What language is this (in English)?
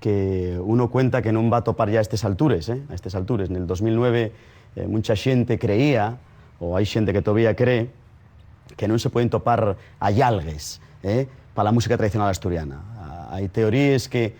Asturian